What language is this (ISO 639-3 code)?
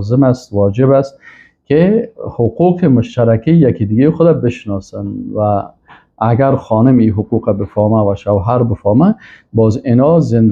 fas